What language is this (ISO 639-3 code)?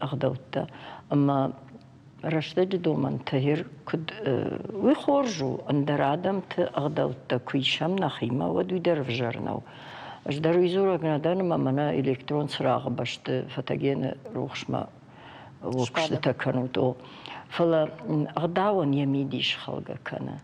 oss